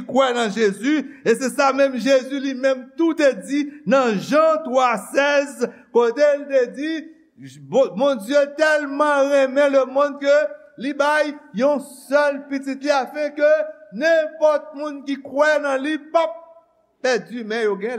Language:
Haitian Creole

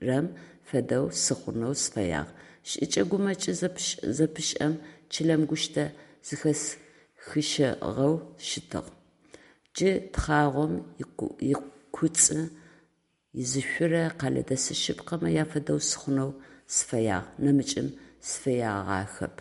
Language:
Adyghe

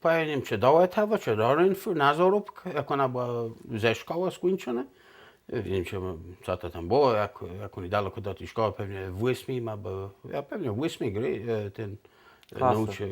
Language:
Kashubian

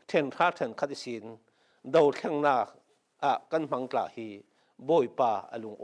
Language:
Falam Chin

